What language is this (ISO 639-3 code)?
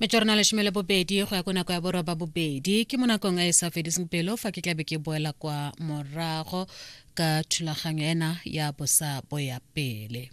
tsn